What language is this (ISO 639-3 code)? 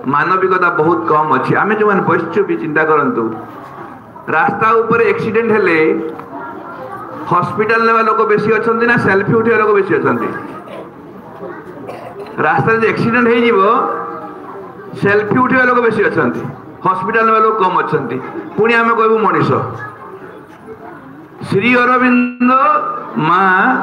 ori